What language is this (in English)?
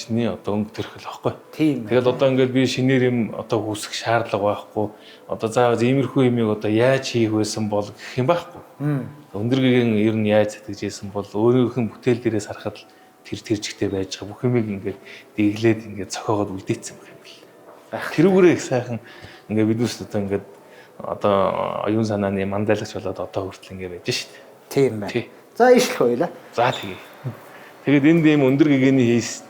Mongolian